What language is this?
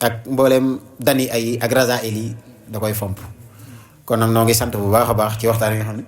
Wolof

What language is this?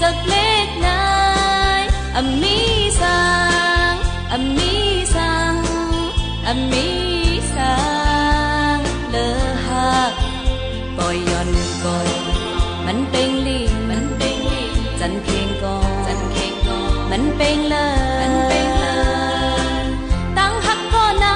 Shan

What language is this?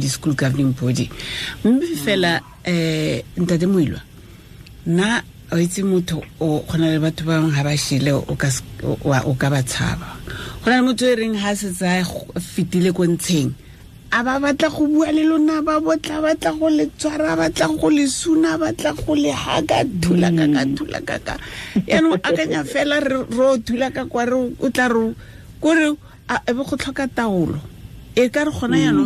Tswana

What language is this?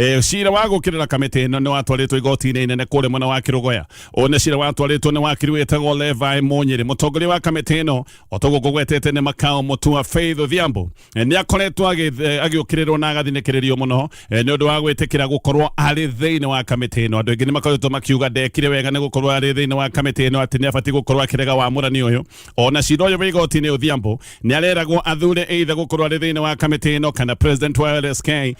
Kikuyu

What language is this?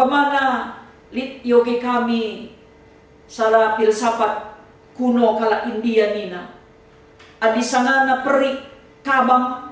Batak Karo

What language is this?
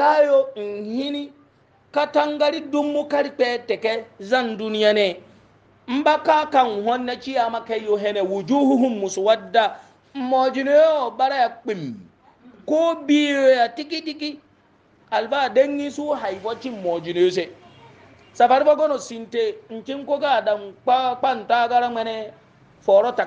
Hausa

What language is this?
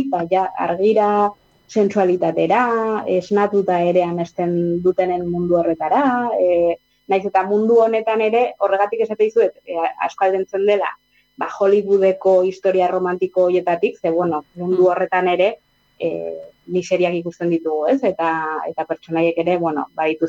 Basque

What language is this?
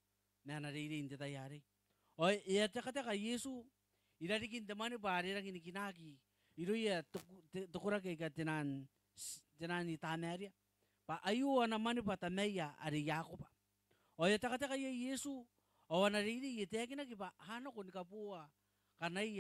Gilbertese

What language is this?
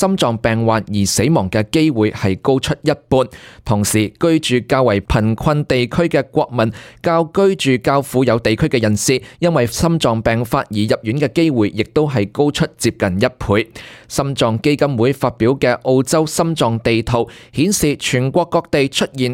Cantonese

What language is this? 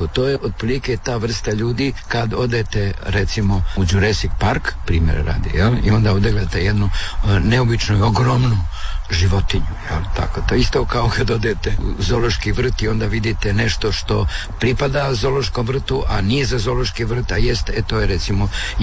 Croatian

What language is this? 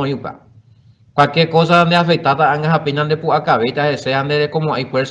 Guarani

